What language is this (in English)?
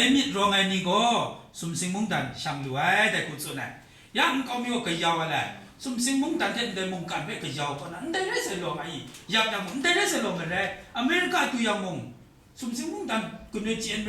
Kachin